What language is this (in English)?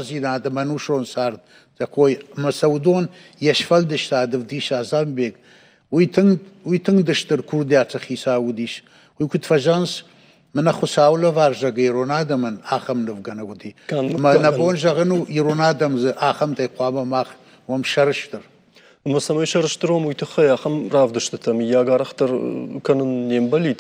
Ossetic